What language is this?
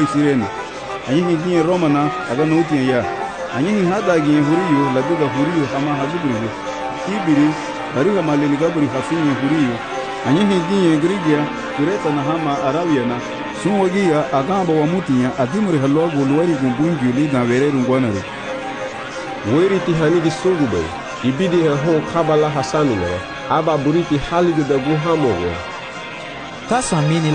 Garifuna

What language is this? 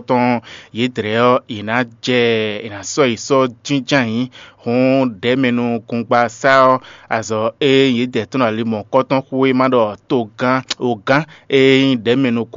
Fon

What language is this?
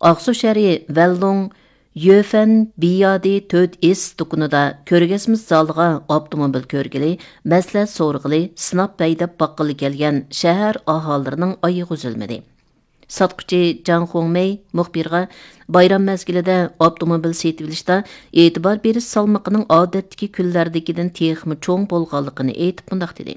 Uyghur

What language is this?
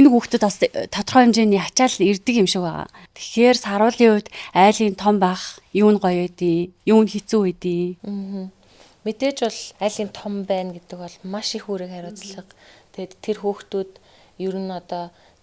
Mongolian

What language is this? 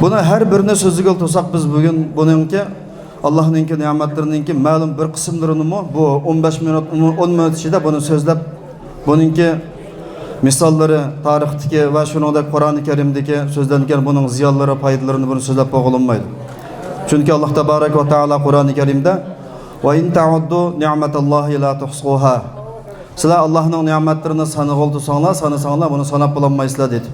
Uyghur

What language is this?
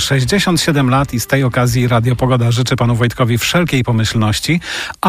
Polish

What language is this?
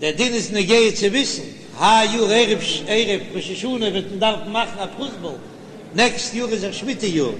Yiddish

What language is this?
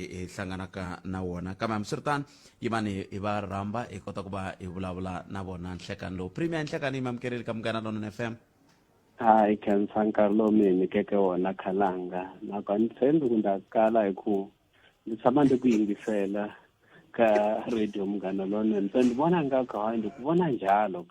Tsonga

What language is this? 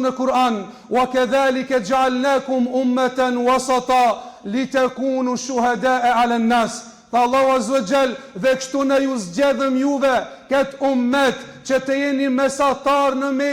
Albanian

